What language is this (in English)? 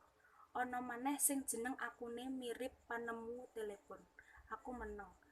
Javanese